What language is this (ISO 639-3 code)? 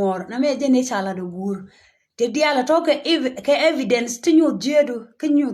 nus